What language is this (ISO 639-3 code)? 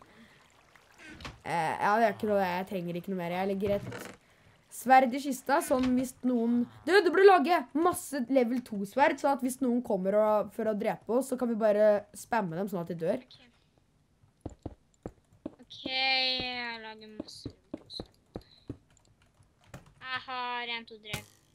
nor